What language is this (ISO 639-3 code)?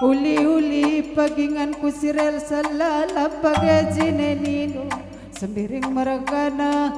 btx